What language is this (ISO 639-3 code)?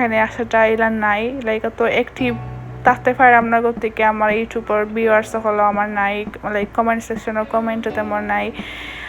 syl